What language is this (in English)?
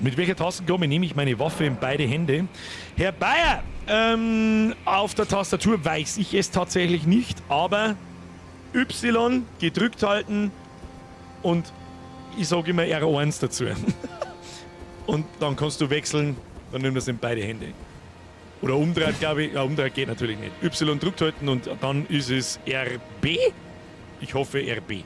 Bavarian